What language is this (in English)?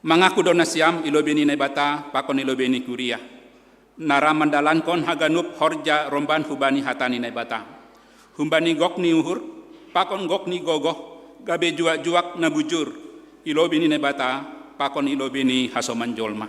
Batak Simalungun